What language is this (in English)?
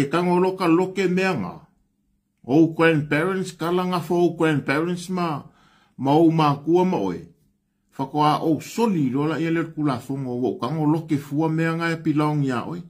Samoan